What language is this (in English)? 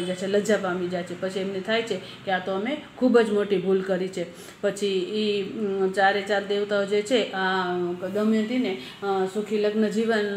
Gujarati